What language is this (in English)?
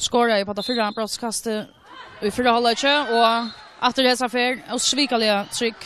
Faroese